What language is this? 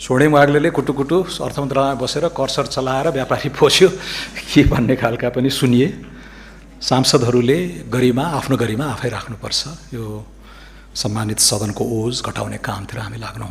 Nepali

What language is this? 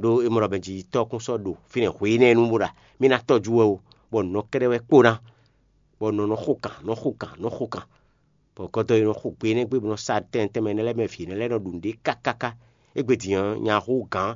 Fon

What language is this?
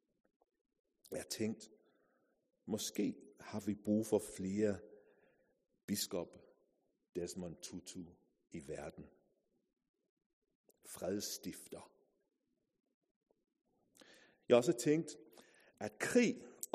Danish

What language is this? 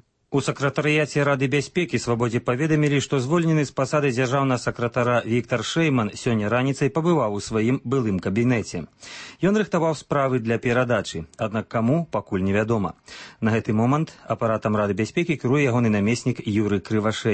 Belarusian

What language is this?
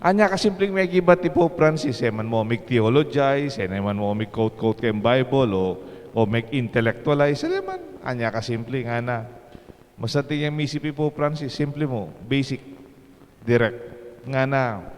Pampanga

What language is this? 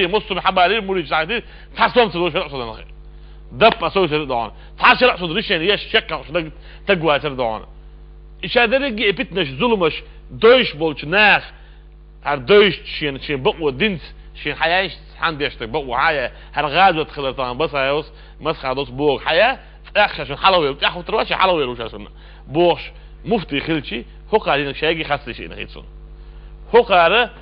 Chechen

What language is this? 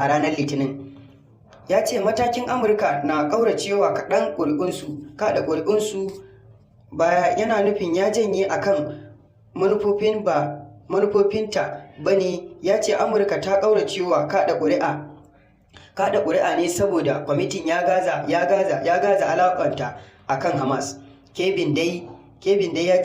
Hausa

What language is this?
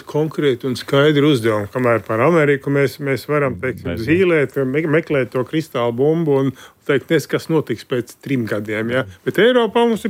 Latvian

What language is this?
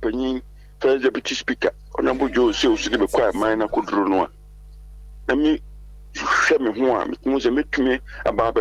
Akan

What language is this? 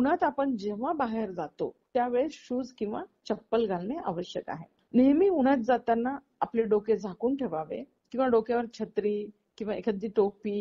Marathi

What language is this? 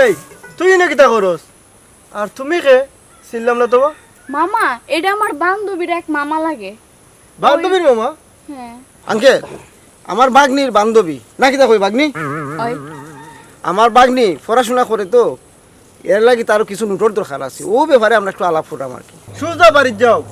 Sylheti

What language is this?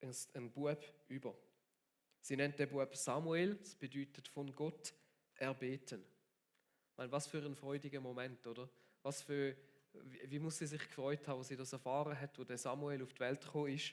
Swiss German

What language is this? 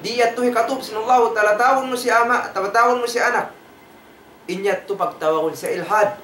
Tausug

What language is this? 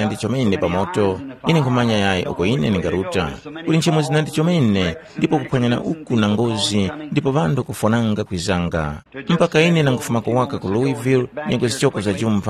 Tumbuka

